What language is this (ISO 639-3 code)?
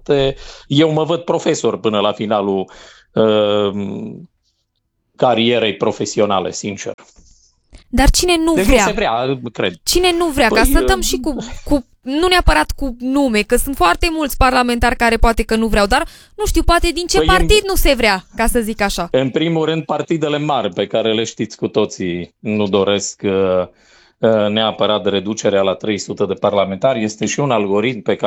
ron